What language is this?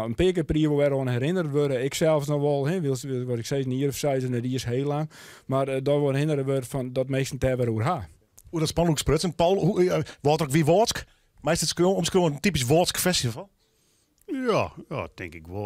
Western Frisian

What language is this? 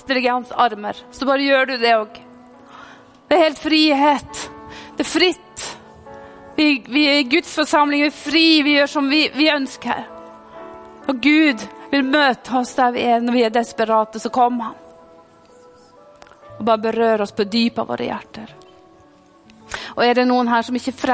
Norwegian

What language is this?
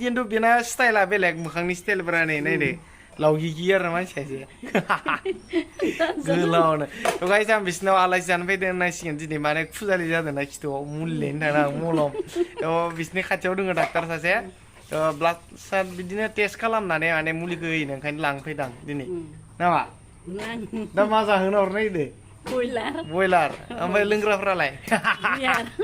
Bodo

